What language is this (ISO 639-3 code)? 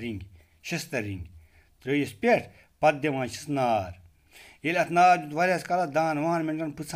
kas